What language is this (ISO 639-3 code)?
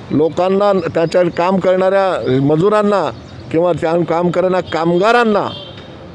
mar